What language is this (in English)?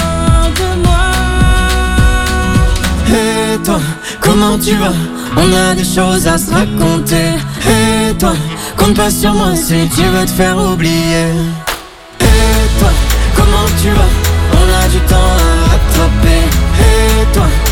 French